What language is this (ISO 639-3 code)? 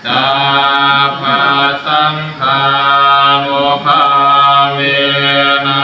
pli